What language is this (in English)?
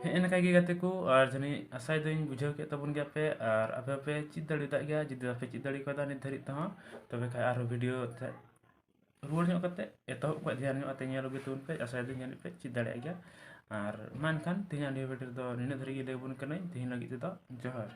Santali